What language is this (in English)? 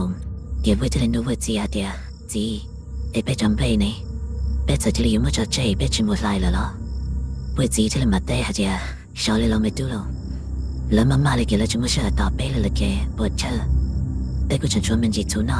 Hmong